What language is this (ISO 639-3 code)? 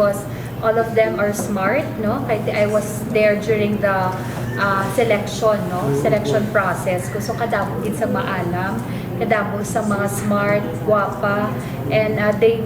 hil